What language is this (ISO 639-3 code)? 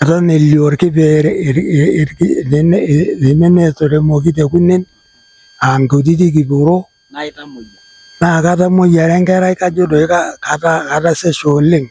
mas